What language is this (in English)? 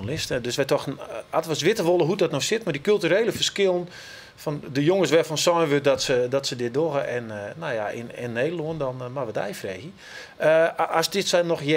Western Frisian